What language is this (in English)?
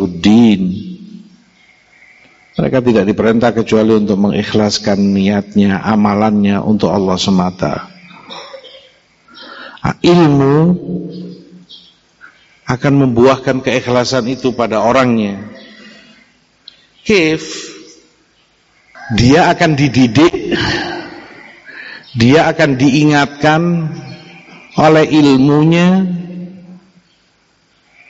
Indonesian